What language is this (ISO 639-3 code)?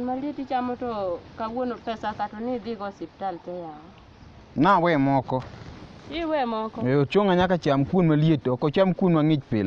luo